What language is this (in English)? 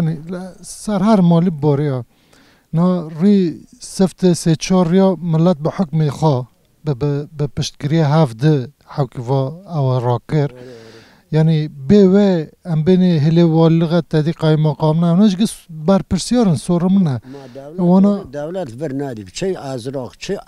Kurdish